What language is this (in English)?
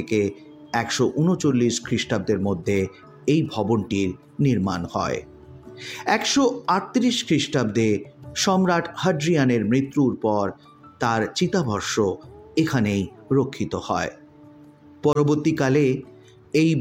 Bangla